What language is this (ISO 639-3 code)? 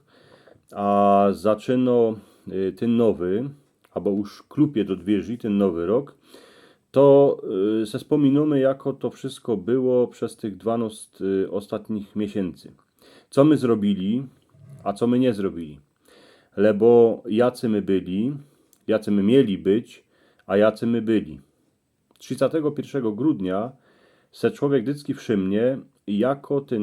szl